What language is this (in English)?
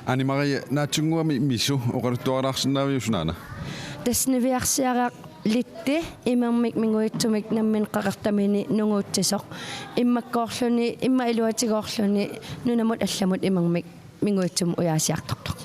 Kalaallisut